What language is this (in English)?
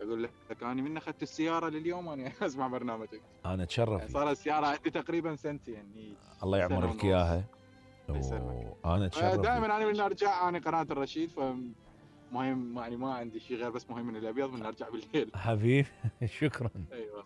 Mesopotamian Arabic